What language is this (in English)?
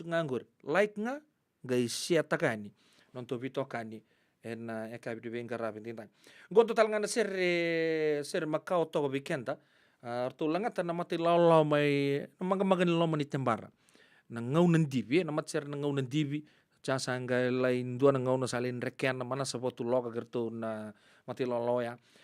Fijian